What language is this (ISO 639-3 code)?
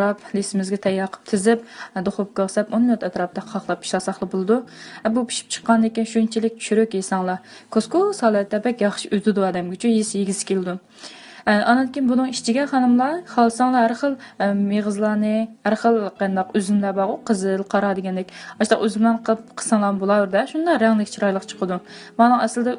uig